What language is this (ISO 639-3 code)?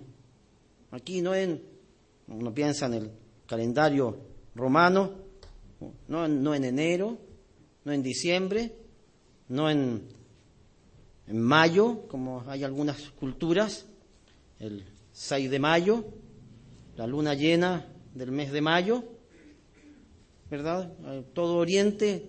spa